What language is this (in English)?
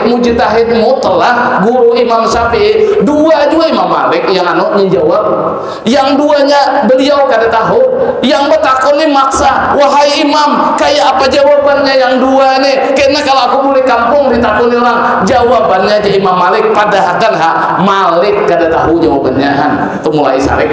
Banjar